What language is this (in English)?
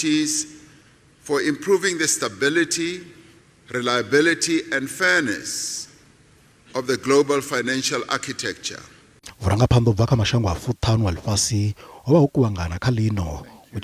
Venda